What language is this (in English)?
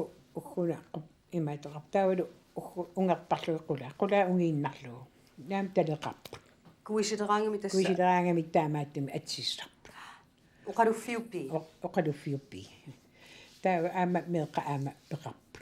Kalaallisut